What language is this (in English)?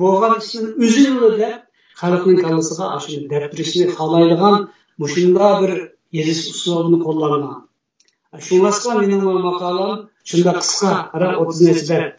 Uyghur